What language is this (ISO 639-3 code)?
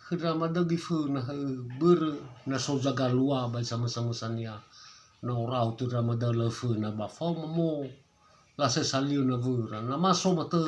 nia